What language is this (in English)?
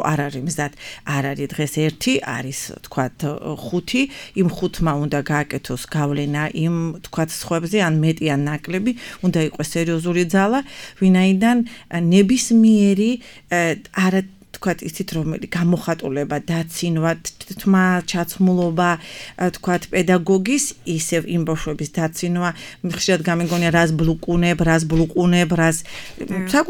Georgian